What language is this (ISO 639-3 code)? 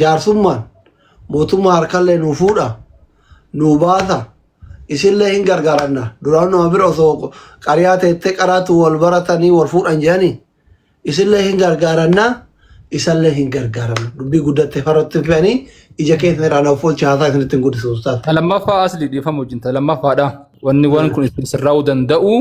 orm